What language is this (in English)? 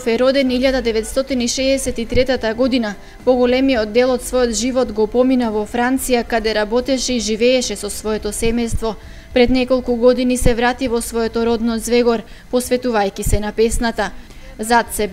Macedonian